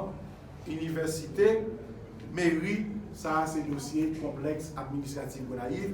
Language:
Haitian Creole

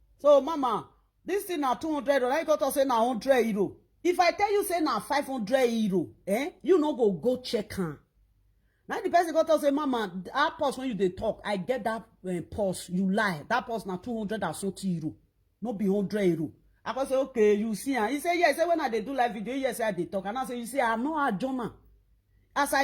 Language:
Nigerian Pidgin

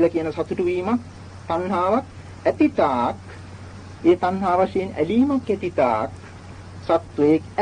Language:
Sinhala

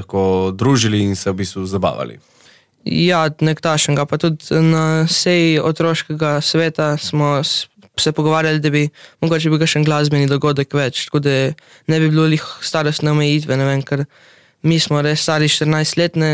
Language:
Slovenian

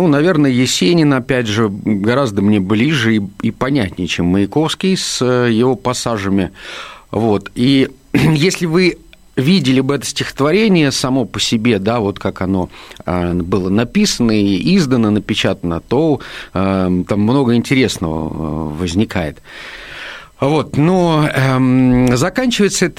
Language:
Russian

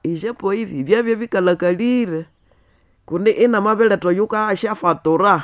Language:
Nande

